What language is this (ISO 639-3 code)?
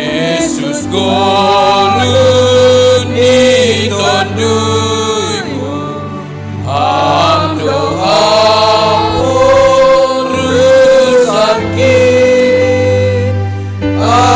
bts